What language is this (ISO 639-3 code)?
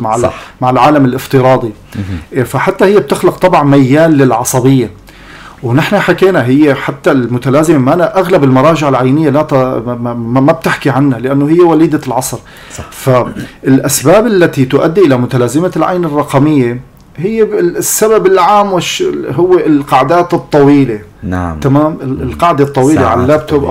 apc